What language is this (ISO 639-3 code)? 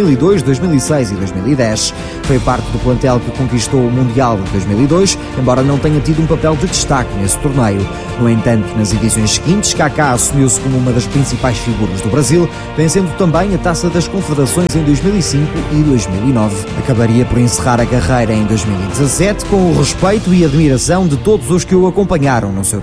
por